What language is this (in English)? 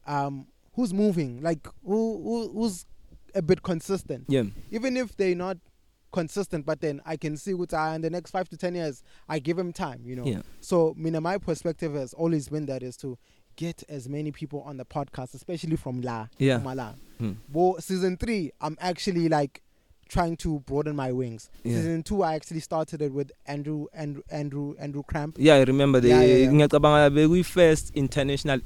English